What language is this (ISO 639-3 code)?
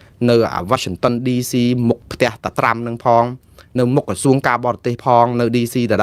khm